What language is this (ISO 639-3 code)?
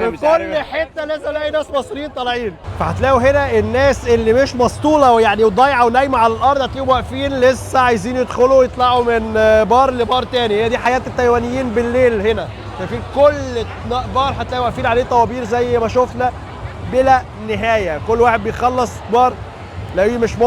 arz